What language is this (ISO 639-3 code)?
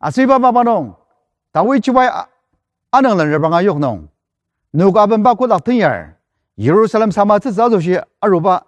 njo